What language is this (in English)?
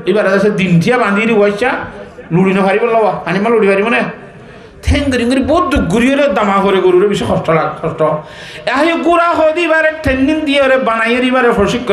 Rohingya